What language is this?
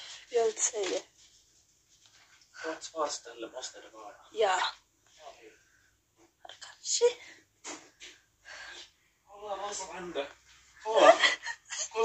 Swedish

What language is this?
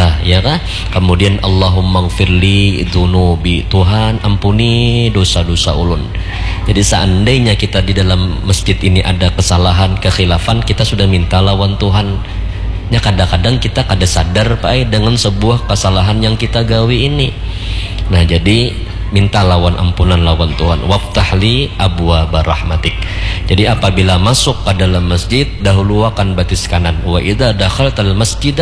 Banjar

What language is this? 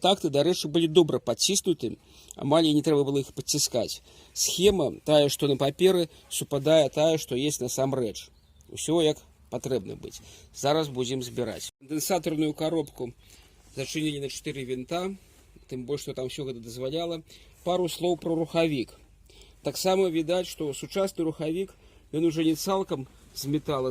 Belarusian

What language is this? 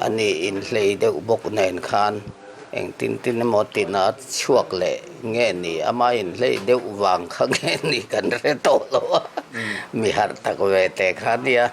Mizo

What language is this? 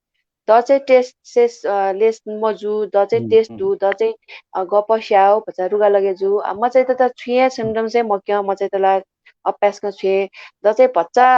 Newari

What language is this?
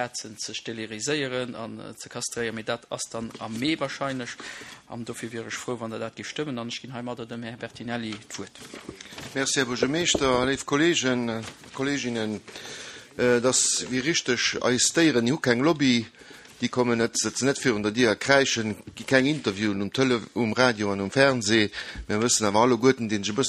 Luxembourgish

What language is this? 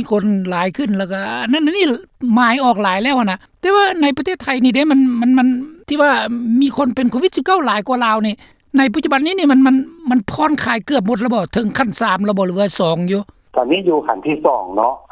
Lao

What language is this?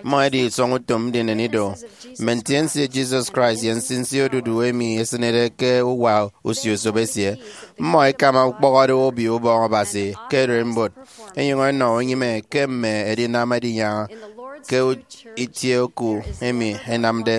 Efik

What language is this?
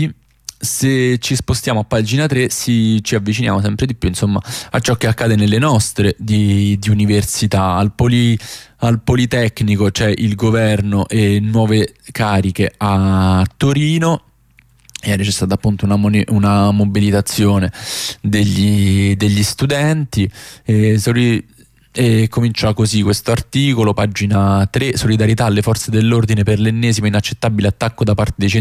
Italian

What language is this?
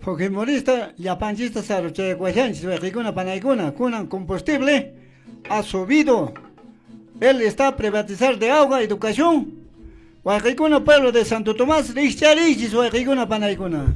Quechua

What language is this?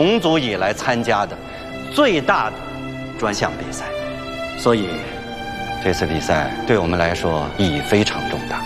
Chinese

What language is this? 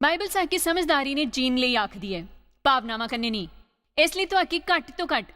Dogri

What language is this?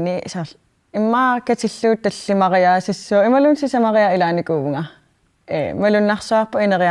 Kalaallisut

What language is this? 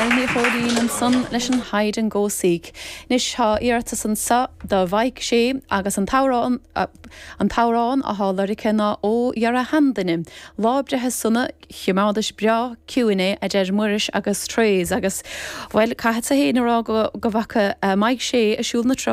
Irish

